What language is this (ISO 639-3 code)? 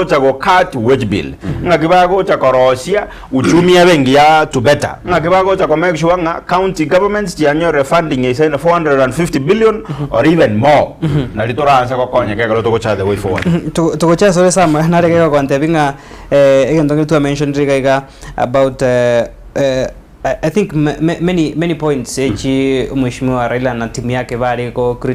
guz